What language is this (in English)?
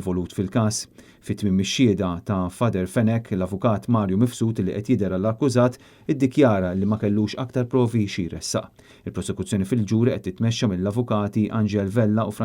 Maltese